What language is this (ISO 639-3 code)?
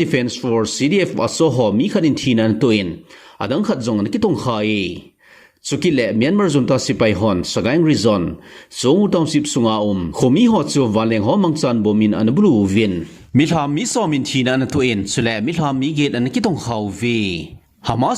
tcz